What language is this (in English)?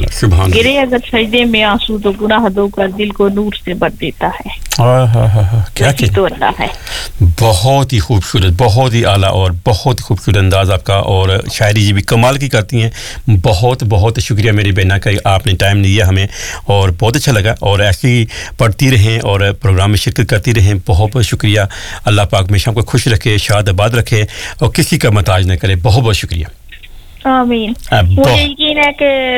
Urdu